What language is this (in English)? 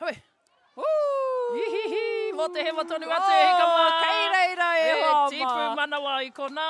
Māori